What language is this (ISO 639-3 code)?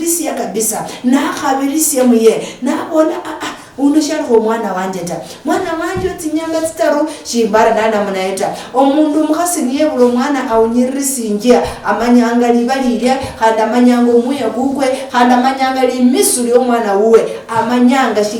luy